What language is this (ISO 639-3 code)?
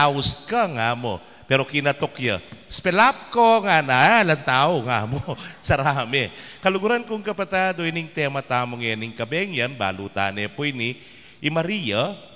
pam